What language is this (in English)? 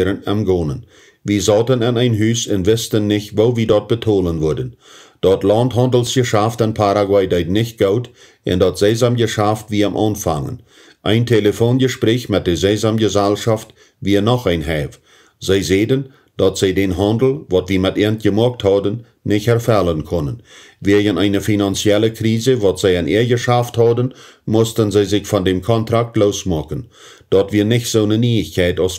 Plautdietsch